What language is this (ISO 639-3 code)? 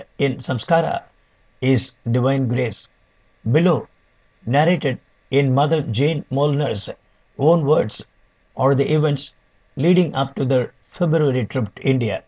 eng